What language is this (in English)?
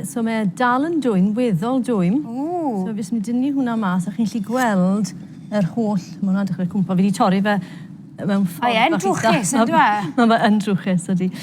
Welsh